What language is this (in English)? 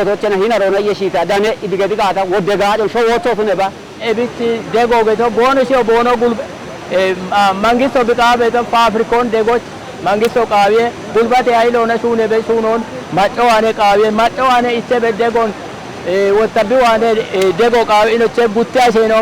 Kafa